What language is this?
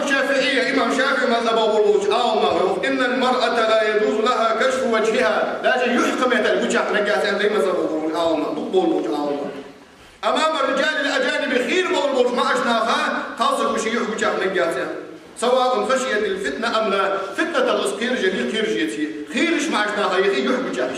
Ingush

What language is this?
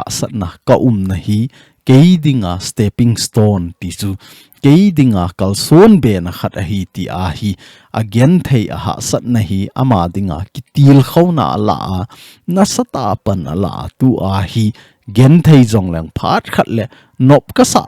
Thado Chin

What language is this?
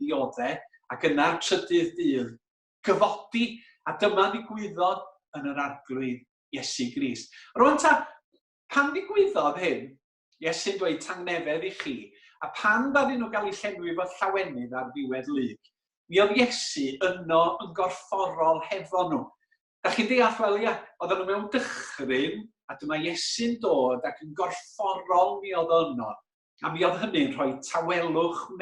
Welsh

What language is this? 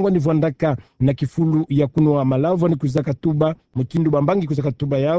Kituba (Democratic Republic of Congo)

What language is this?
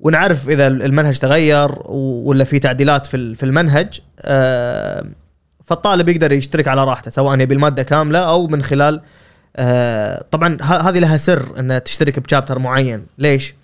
Gulf Arabic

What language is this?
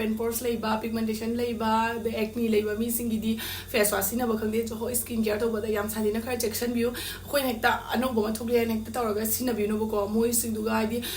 Manipuri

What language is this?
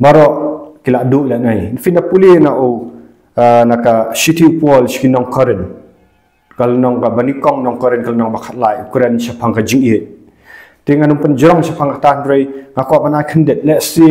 Khasi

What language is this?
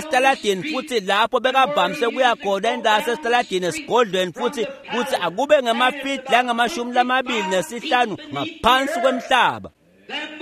Swati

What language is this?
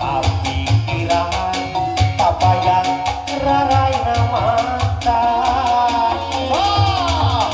Sundanese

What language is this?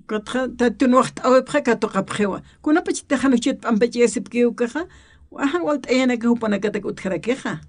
Aymara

